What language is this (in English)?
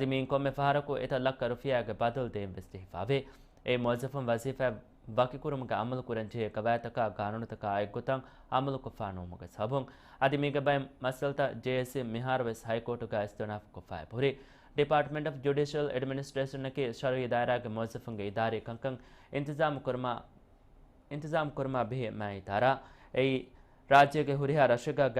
Divehi